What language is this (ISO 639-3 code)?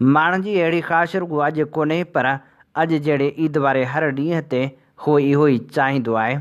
snd